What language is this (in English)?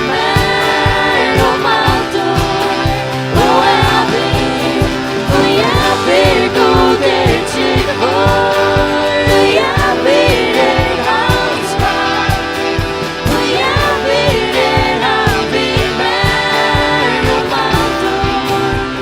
Faroese